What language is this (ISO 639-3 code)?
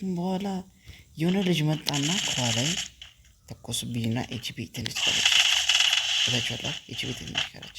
amh